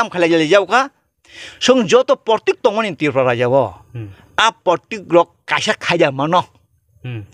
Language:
Kok Borok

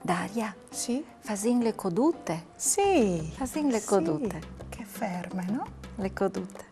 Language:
Friulian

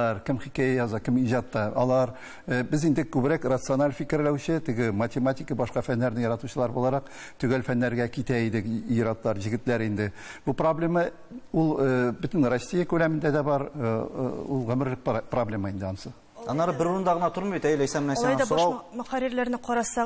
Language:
Tatar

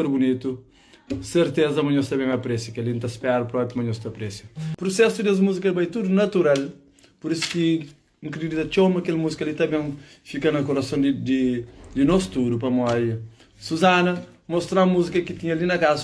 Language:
Kabuverdianu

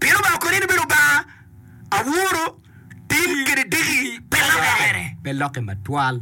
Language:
Acoli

